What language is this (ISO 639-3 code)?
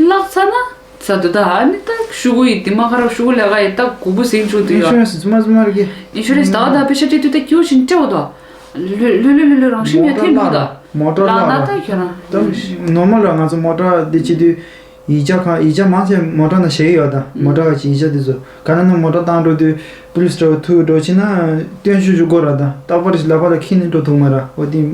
bod